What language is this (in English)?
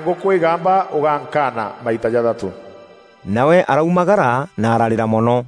Meru